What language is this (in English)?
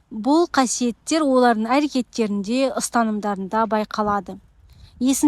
Kazakh